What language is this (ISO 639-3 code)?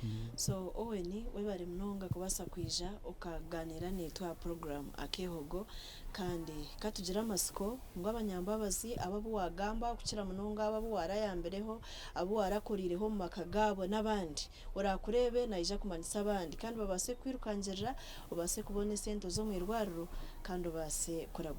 nyn